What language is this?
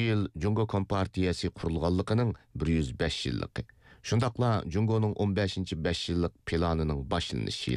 Uyghur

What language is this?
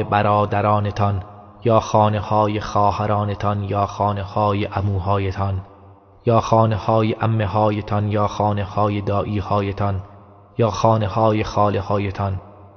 Tajik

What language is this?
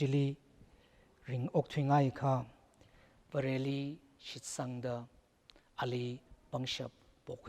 Tangkhul Naga (India)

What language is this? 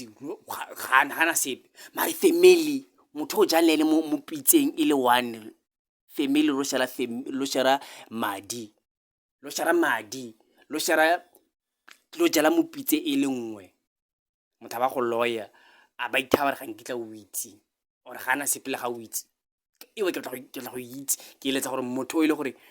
Tswana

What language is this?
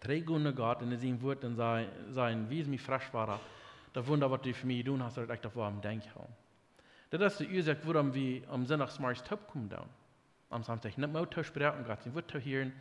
Plautdietsch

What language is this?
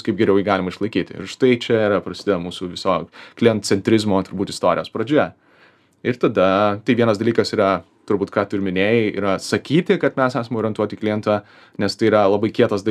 Lithuanian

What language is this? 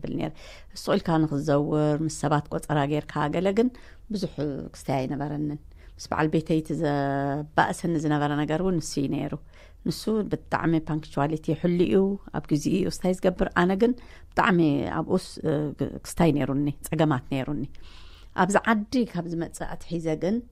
Tigrinya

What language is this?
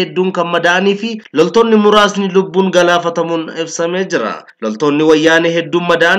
Oromo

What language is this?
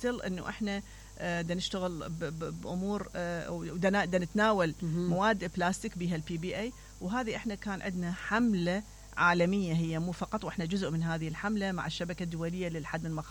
Mesopotamian Arabic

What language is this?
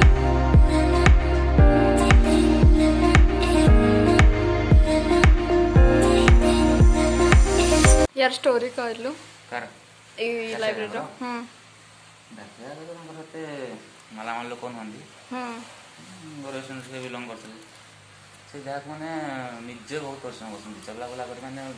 Odia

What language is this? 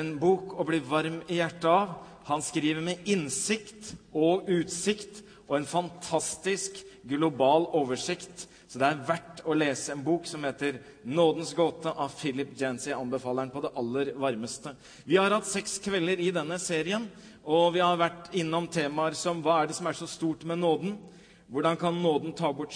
Norwegian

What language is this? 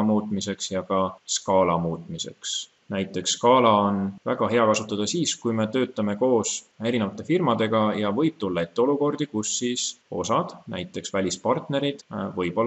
Estonian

